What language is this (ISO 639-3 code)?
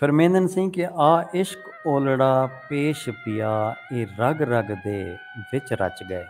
skr